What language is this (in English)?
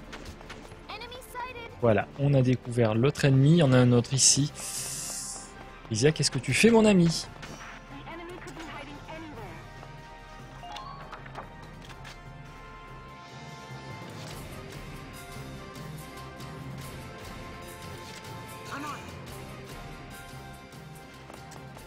French